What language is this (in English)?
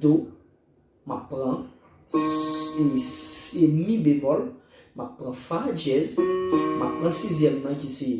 Haitian Creole